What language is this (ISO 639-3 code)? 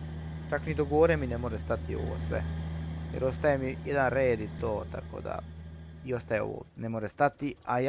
hrv